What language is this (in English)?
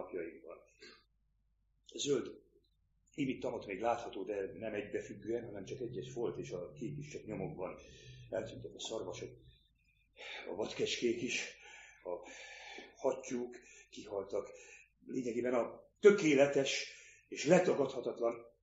Hungarian